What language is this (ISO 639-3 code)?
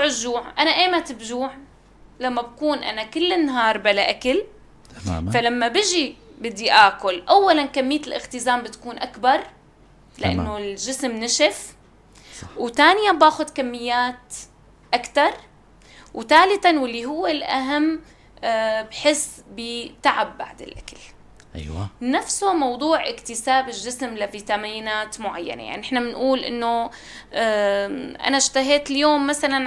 apc